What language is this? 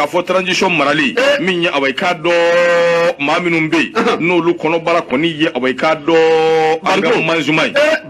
Bambara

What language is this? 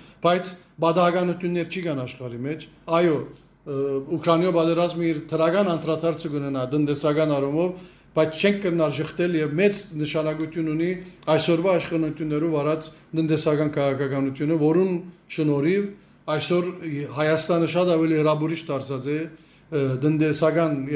Western Armenian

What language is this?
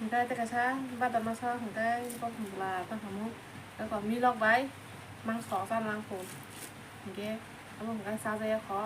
Kok Borok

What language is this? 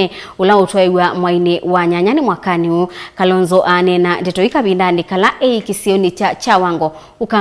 Kamba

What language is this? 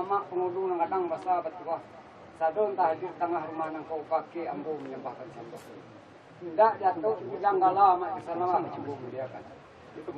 Minangkabau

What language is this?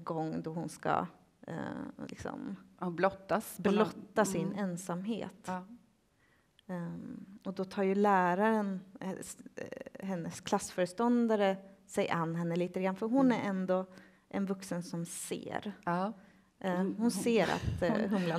Swedish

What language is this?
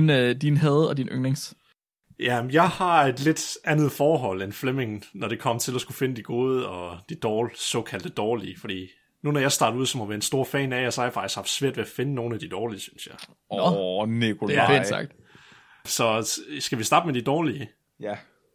Danish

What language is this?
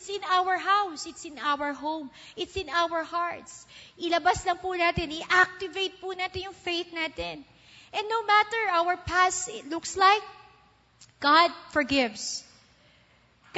Filipino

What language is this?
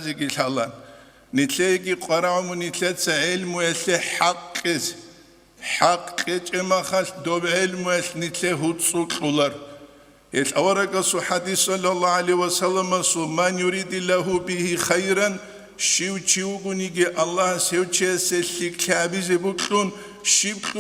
Avaric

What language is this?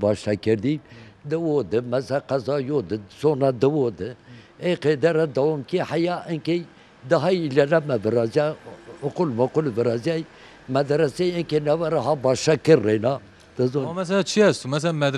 Zaza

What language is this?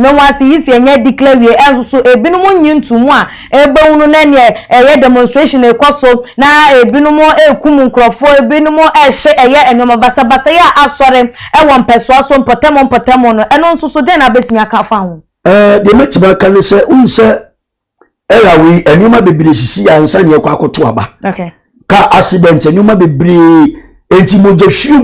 Akan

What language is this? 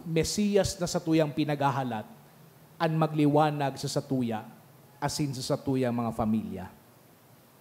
Bikol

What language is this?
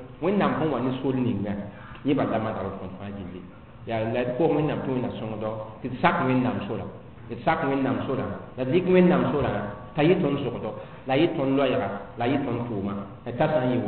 Mossi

